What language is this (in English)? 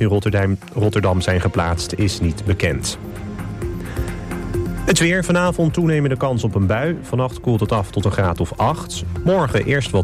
Dutch